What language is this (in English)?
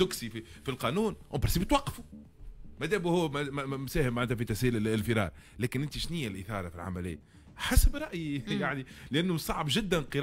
Tunisian Arabic